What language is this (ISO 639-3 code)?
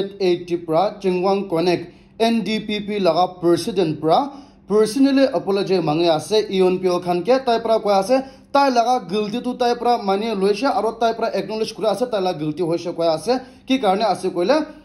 nag